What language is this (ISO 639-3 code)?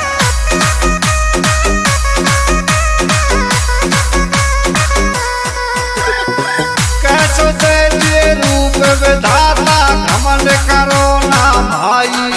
hin